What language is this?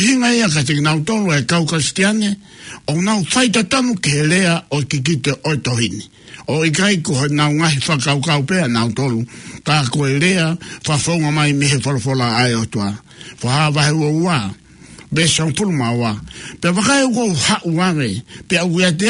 Tongan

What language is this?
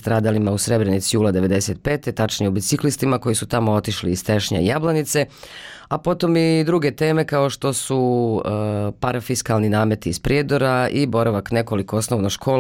Bosnian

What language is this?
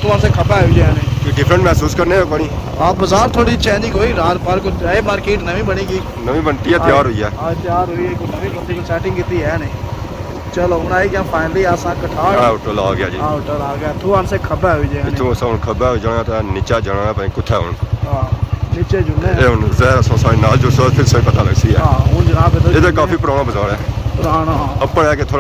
Pahari-Potwari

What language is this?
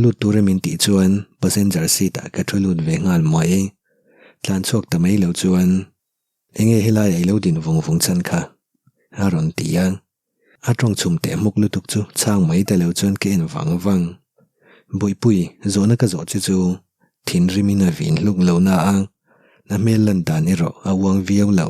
Mizo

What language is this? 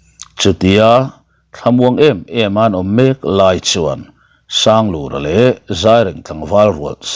Mizo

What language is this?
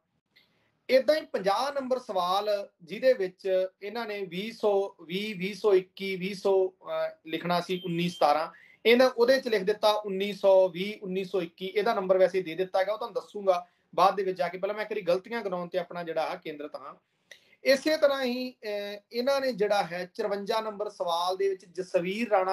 Punjabi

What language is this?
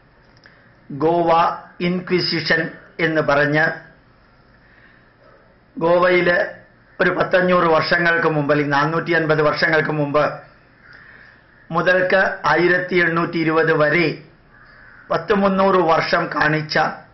Malayalam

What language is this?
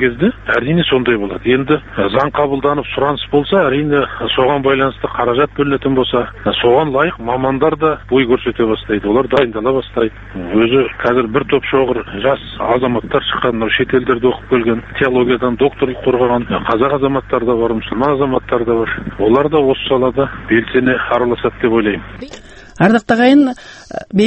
Kazakh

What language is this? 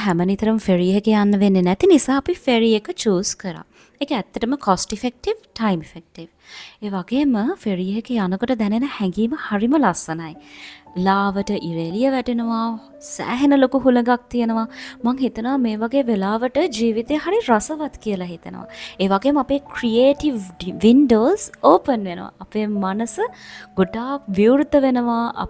Sinhala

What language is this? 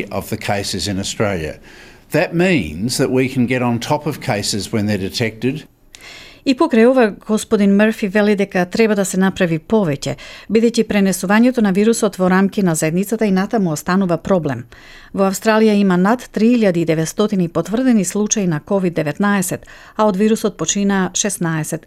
Macedonian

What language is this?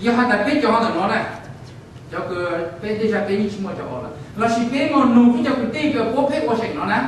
Hmong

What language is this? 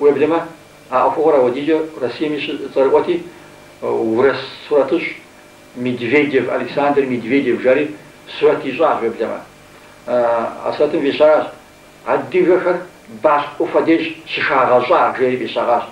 Kabardian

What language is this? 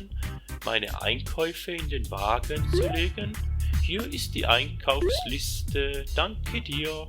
Swiss German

